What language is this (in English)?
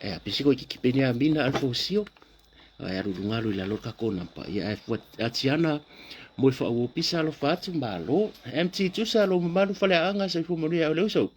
Samoan